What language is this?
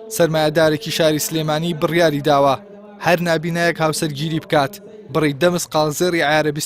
Central Kurdish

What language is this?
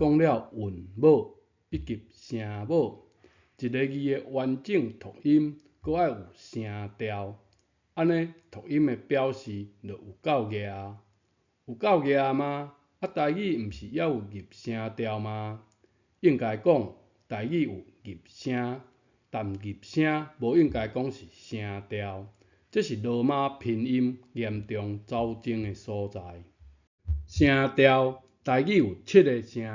Min Nan Chinese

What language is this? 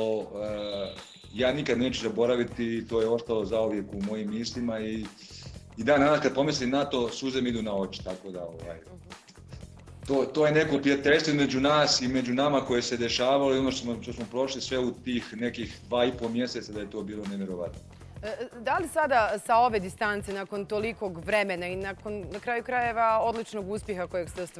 Bosnian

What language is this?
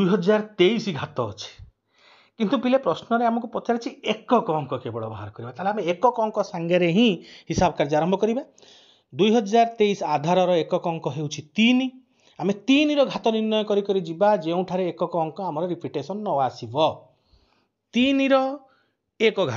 Odia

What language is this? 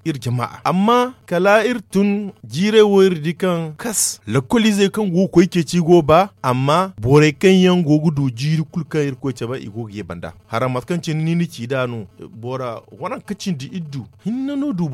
Zarma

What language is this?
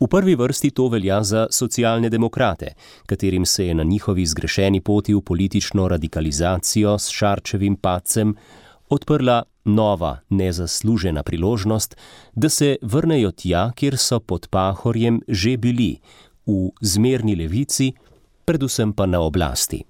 Slovenian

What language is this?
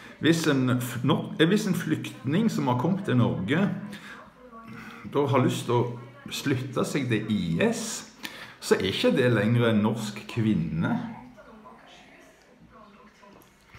Norwegian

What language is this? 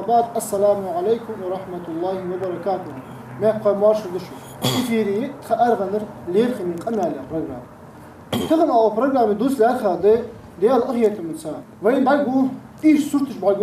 Ingush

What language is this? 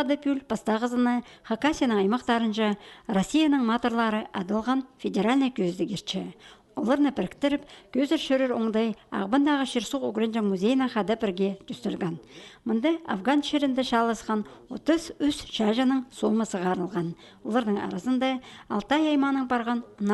Khakas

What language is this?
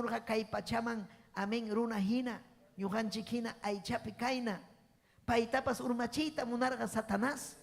Ayacucho Quechua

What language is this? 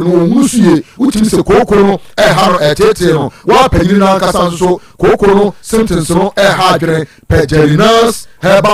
Akan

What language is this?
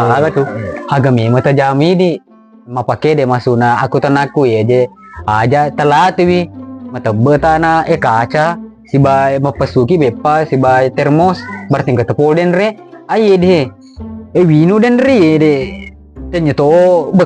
Buginese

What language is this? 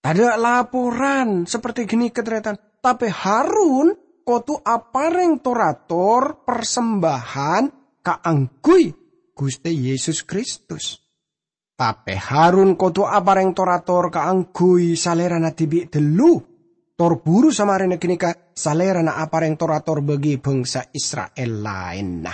Madurese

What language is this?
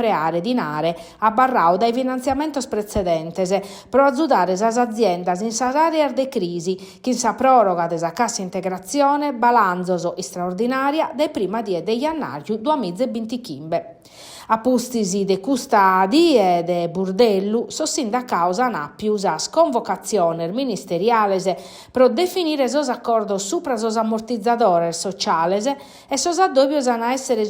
Sardinian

